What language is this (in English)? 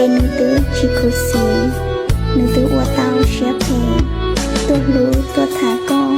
Hmong